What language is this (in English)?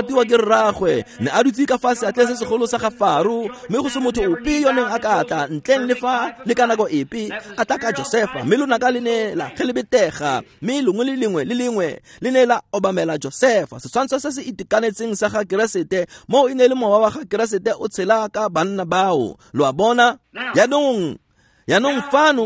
Tswana